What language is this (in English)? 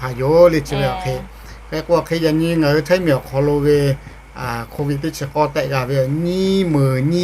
Lahu